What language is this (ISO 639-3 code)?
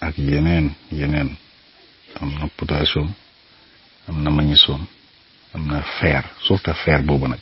wol